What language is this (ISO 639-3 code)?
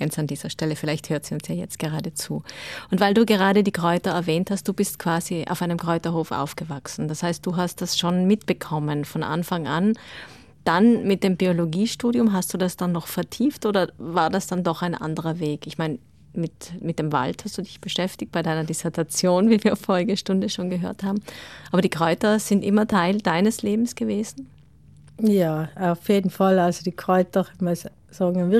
deu